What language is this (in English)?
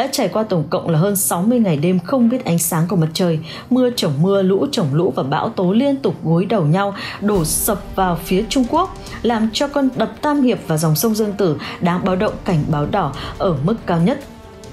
Vietnamese